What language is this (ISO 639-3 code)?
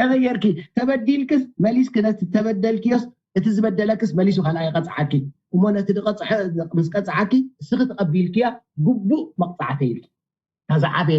tir